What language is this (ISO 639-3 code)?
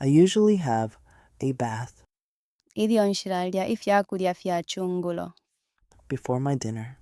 bem